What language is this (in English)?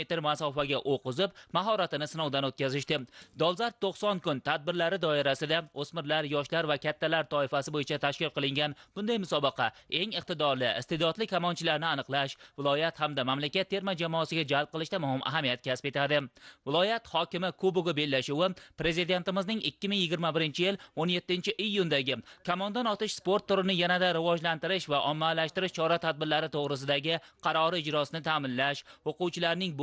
Uzbek